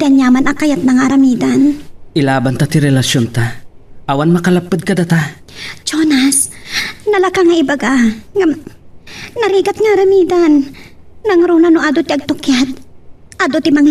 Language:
Iloko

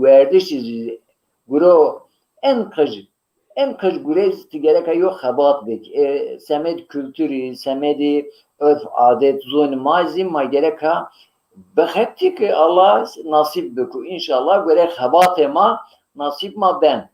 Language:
Zaza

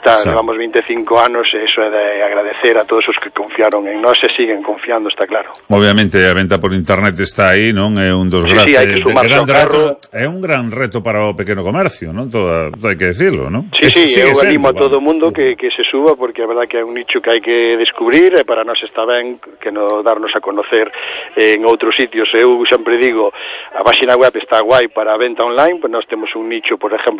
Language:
Galician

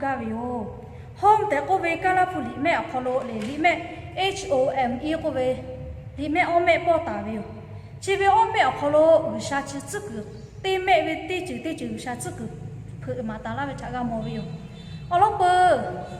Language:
Lahu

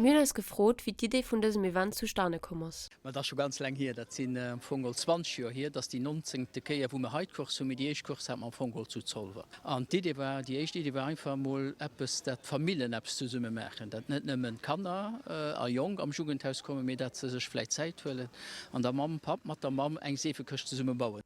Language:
Luxembourgish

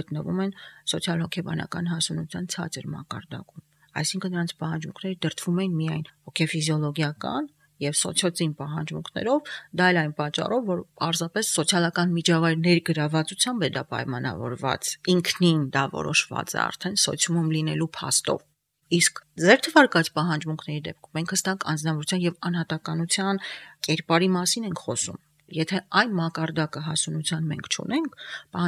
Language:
Armenian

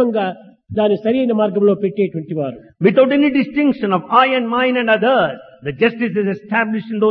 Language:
Telugu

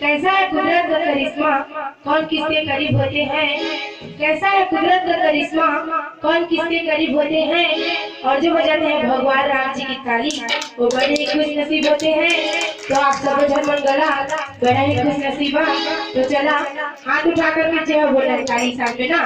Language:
Chhattisgarhi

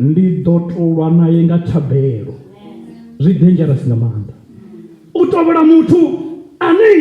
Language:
Venda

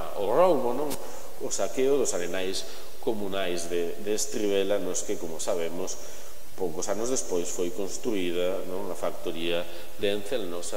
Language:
Galician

